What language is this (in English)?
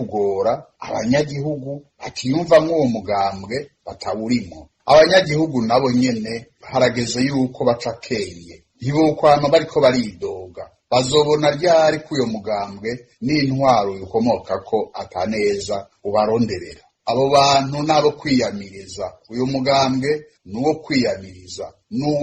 Rundi